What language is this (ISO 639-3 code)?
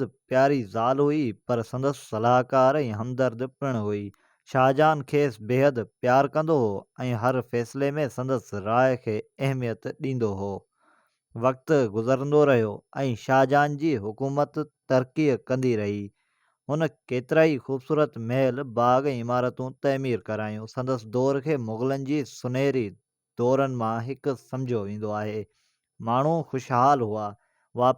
snd